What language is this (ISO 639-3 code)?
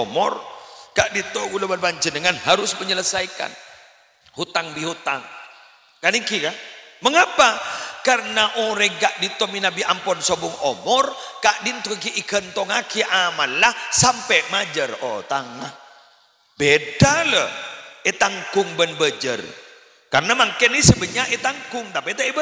mad